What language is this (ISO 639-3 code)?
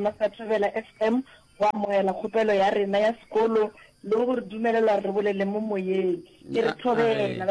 nso